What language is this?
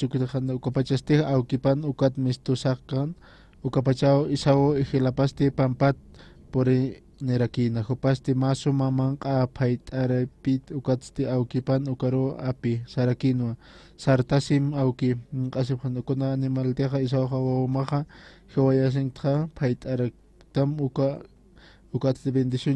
Aymara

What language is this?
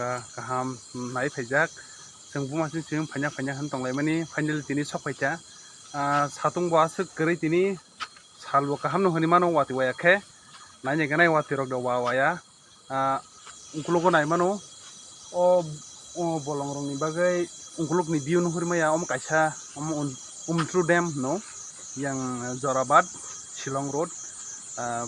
Kok Borok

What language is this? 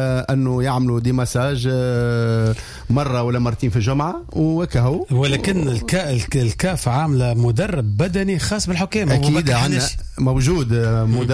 Tunisian Arabic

